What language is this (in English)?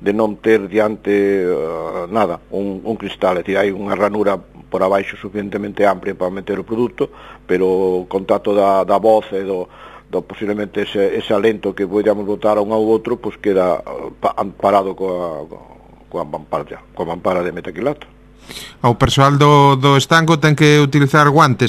Galician